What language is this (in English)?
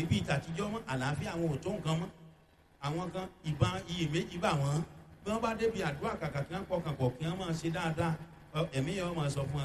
Yoruba